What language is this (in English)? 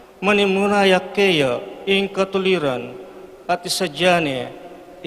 Pampanga